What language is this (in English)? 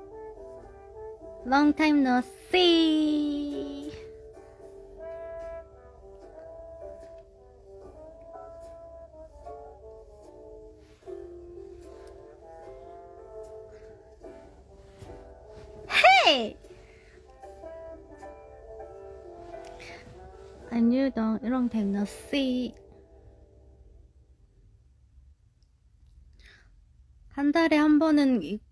Korean